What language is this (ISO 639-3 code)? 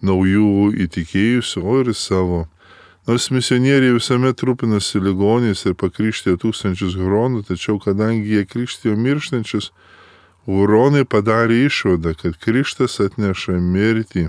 lit